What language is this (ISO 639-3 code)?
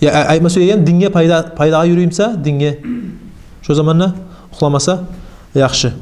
kum